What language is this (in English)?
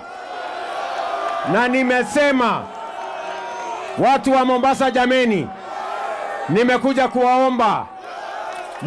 Swahili